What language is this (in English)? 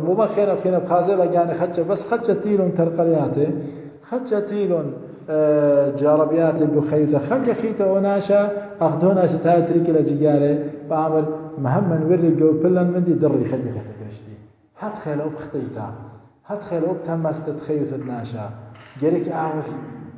Assyrian Neo-Aramaic